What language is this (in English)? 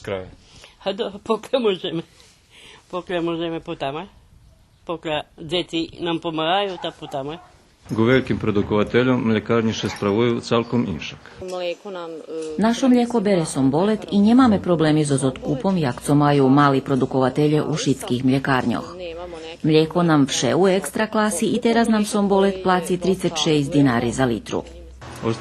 Rusyn